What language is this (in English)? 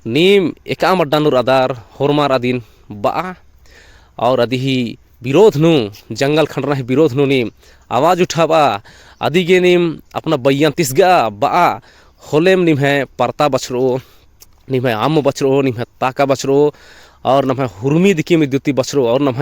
Kurukh